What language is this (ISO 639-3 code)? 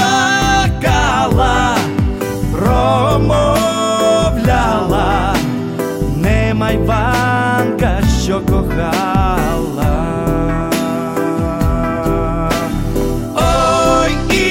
ukr